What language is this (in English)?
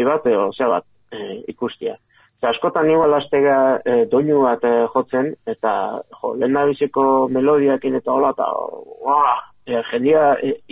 Basque